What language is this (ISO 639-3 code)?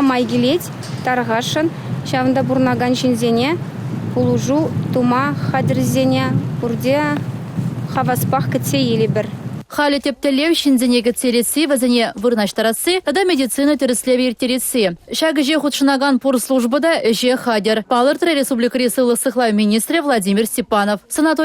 chv